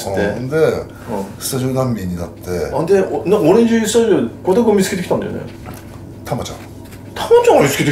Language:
Japanese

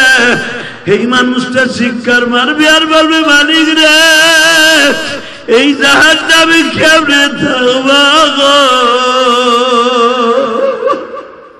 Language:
Bangla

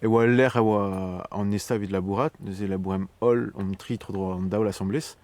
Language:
Breton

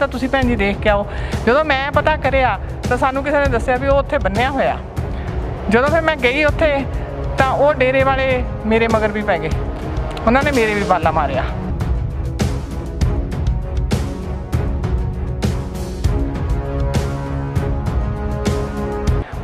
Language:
Punjabi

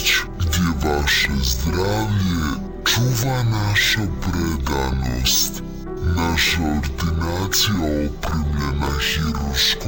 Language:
Bosnian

